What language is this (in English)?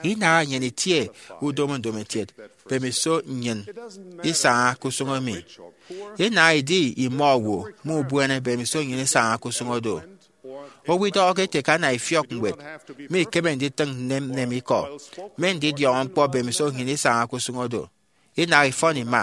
Efik